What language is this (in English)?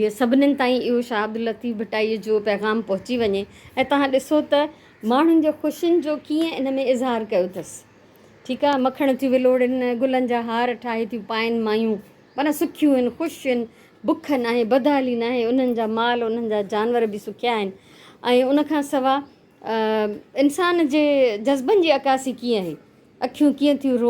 Sindhi